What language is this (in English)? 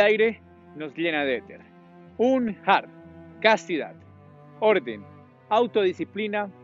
Spanish